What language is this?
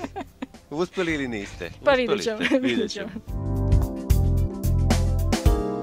Serbian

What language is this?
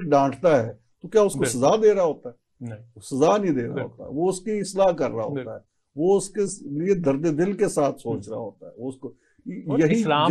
Urdu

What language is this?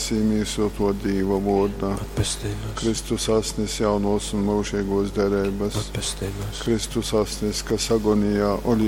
Latgalian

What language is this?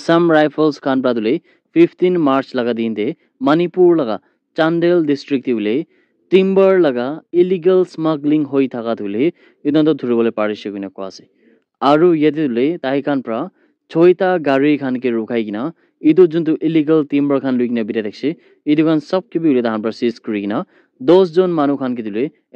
Naga Pidgin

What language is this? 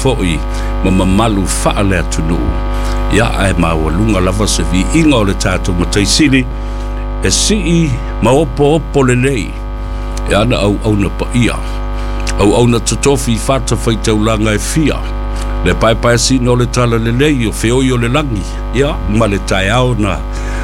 Samoan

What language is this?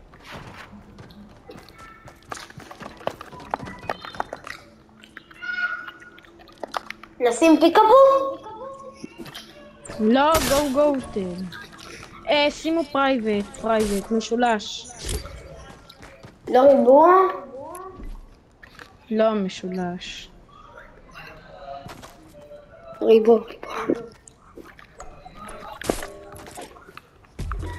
Hebrew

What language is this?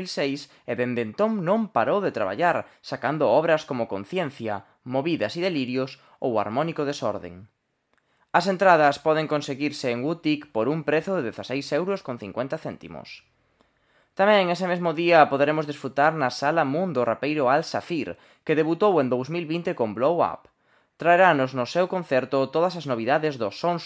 Galician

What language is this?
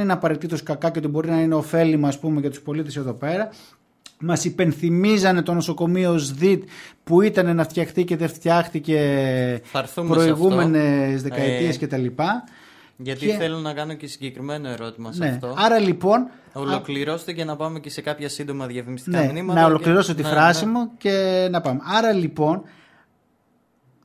Greek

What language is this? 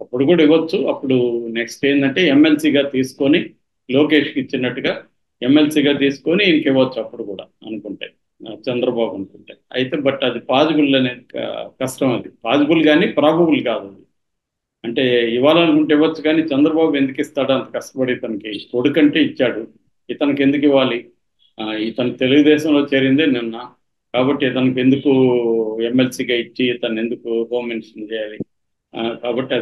Telugu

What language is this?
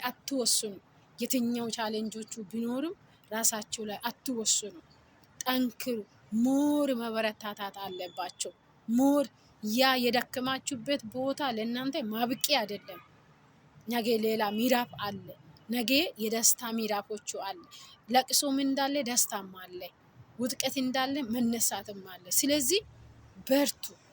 Amharic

